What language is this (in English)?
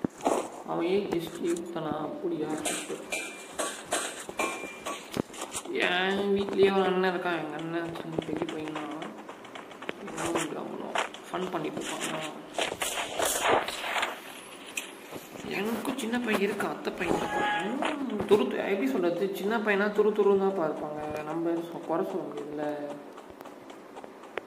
Tamil